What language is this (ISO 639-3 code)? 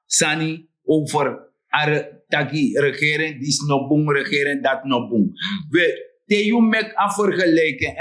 srn